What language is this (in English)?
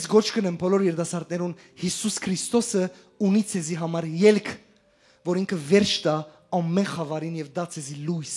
Western Armenian